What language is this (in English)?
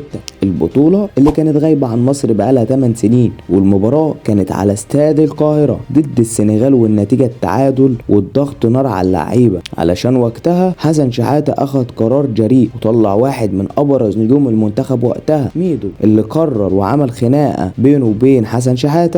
Egyptian Arabic